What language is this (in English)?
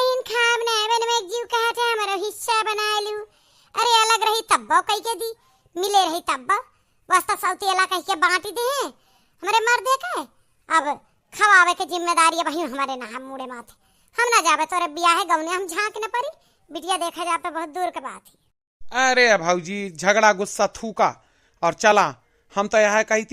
Awadhi